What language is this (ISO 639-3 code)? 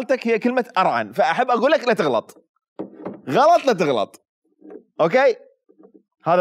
acm